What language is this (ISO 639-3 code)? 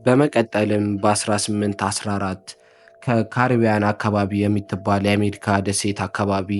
amh